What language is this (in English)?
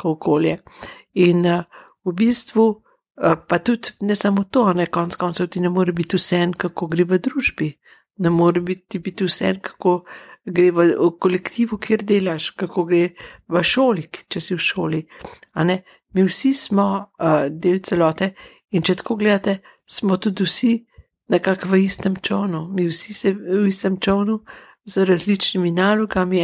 Slovenian